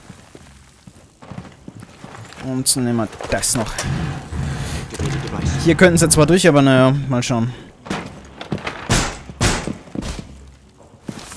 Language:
German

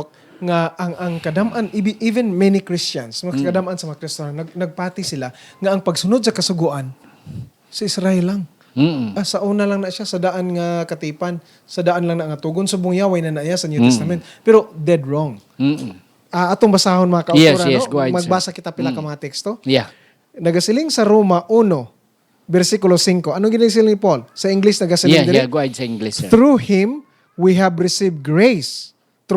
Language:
Hiligaynon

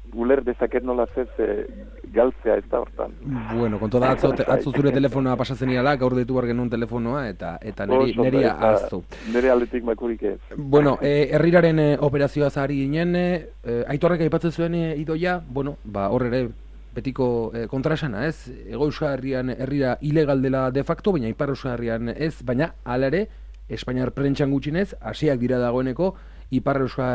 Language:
Basque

